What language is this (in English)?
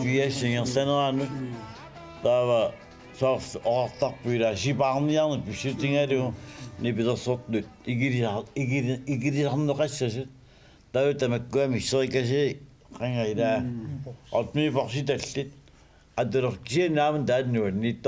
Kalaallisut